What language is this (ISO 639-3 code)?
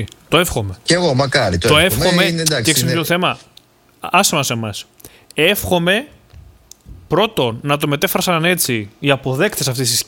ell